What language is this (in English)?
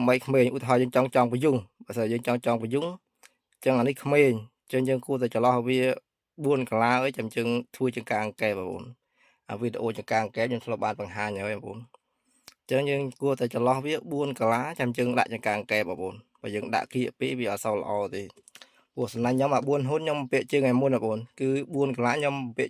Khmer